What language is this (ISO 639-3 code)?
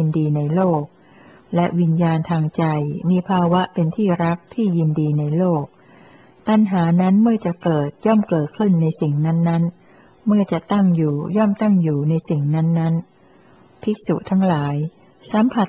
tha